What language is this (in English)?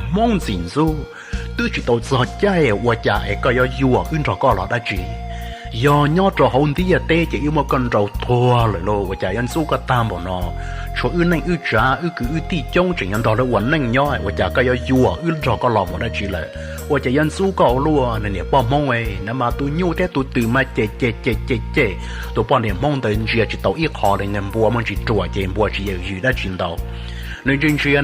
Hmong